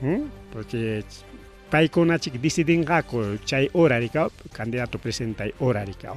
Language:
Ayacucho Quechua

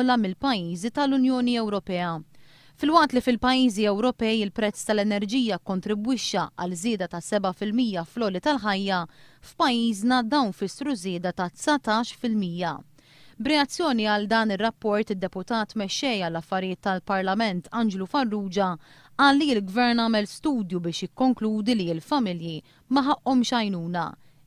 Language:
Maltese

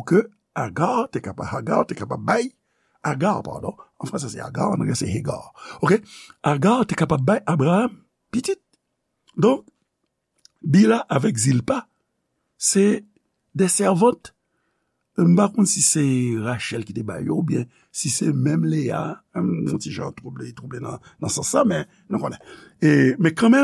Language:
Haitian Creole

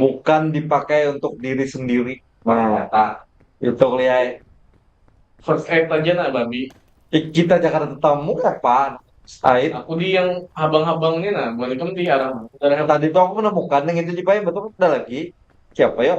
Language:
Banjar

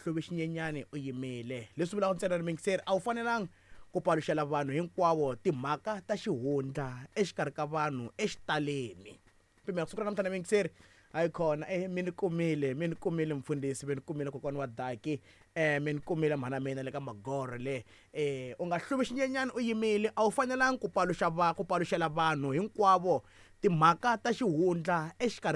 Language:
Tsonga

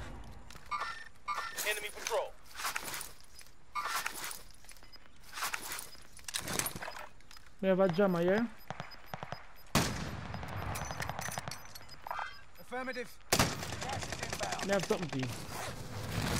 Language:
English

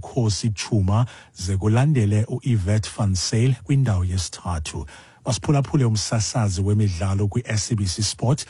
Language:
Xhosa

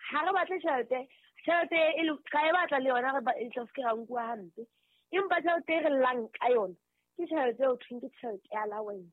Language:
Southern Sotho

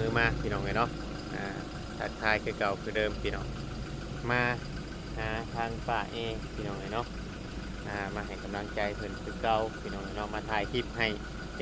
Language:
Northeastern Thai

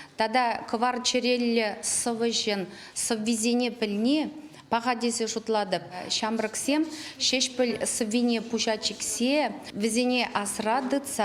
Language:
Chuvash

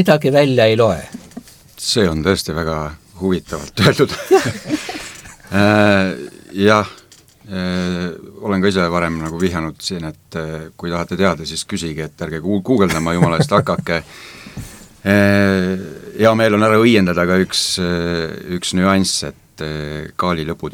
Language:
Estonian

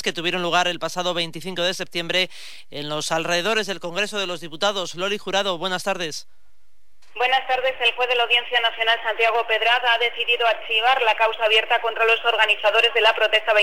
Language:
Spanish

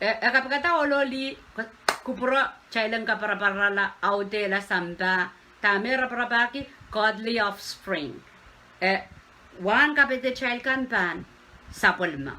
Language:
Pohnpeian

